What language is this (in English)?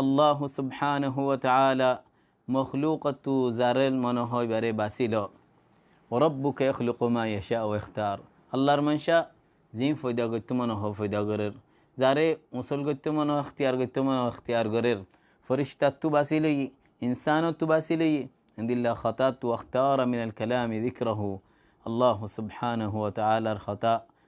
Rohingya